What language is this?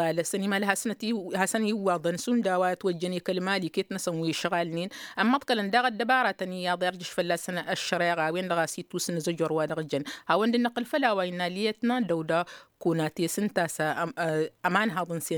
Tamasheq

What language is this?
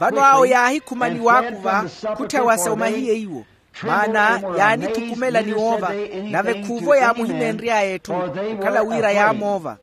Makhuwa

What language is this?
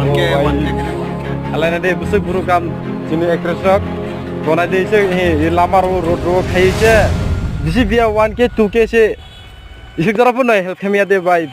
Kok Borok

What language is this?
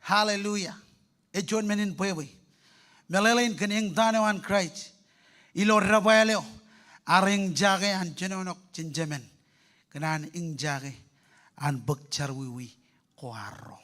Marshallese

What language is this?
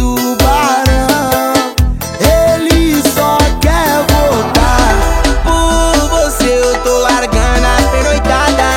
Portuguese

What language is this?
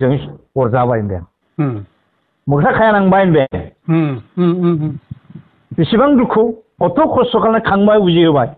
Bodo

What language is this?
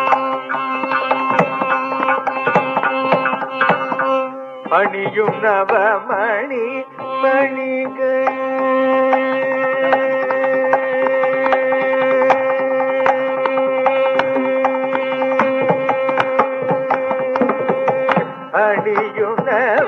Tamil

